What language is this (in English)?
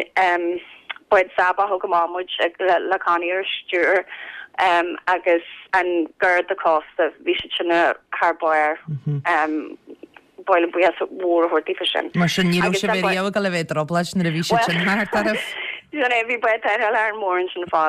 Irish